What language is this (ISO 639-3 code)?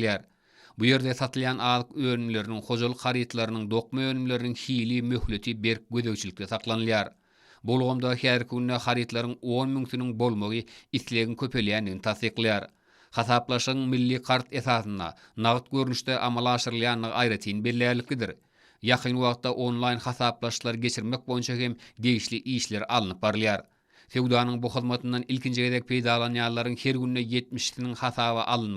tuk